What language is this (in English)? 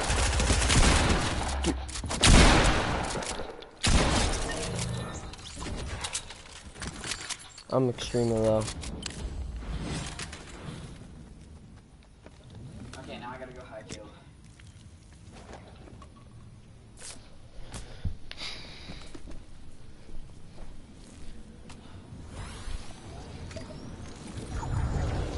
English